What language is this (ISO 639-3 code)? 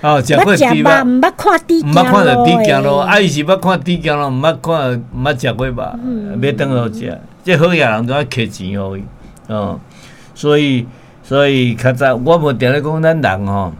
nan